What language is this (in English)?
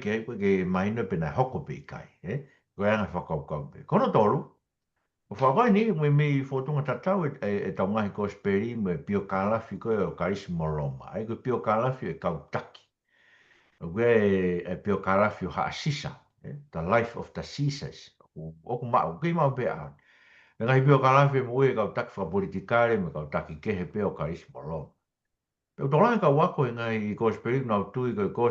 Tongan